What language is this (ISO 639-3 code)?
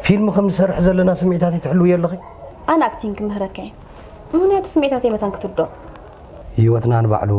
tir